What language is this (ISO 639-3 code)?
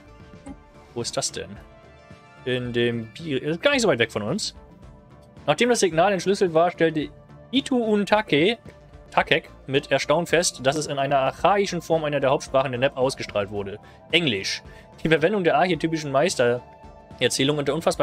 deu